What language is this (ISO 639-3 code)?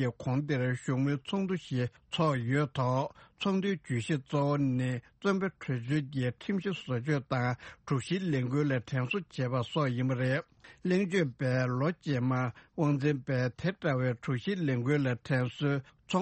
bod